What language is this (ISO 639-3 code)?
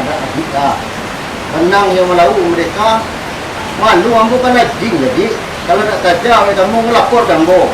min